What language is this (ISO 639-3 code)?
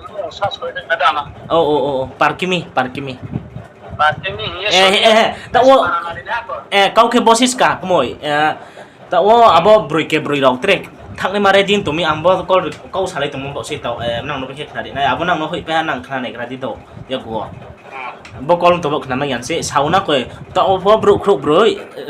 ria